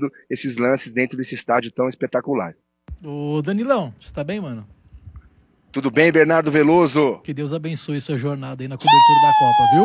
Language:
Portuguese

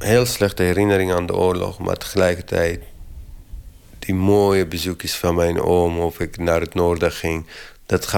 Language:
Dutch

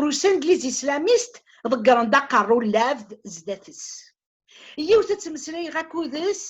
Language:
Kabyle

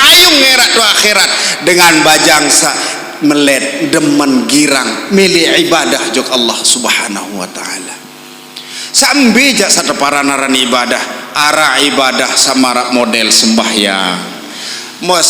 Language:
Sasak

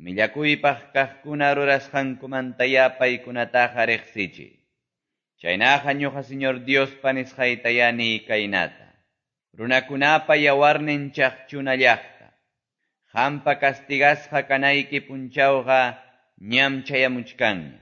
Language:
Quechua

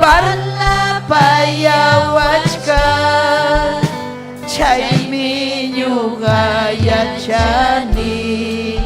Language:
Ayacucho Quechua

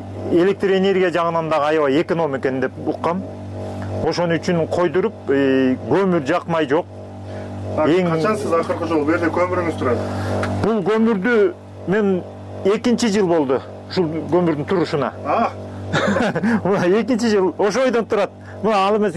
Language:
Kyrgyz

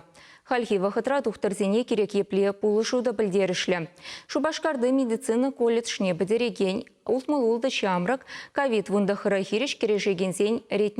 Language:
Chuvash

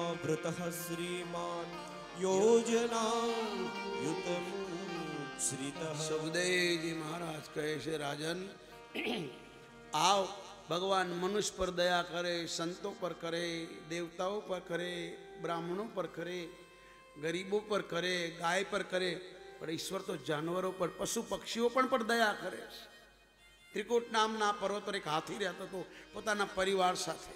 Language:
Gujarati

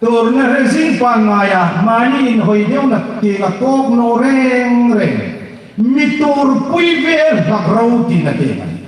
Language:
Hmar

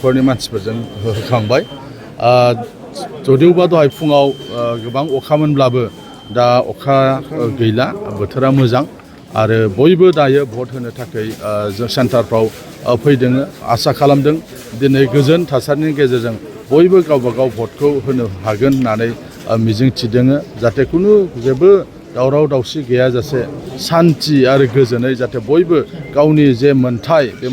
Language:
Bodo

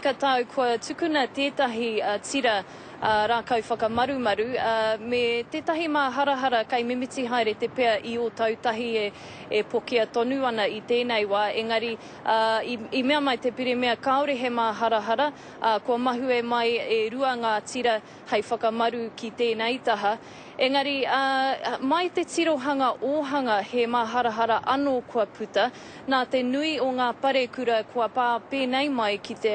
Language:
Māori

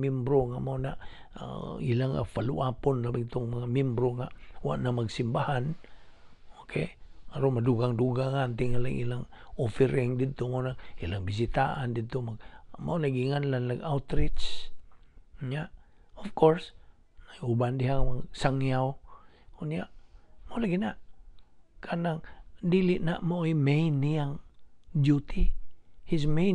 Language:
Cebuano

